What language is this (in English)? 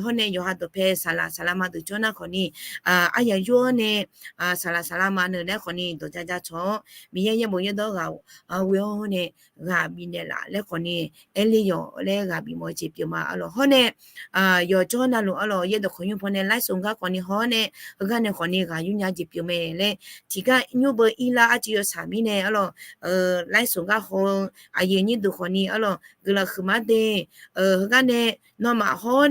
Akha